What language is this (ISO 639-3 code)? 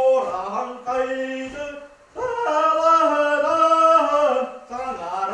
sah